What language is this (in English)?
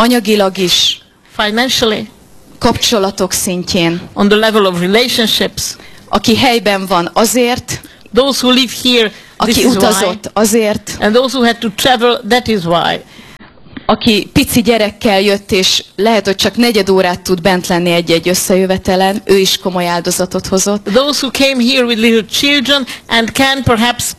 Hungarian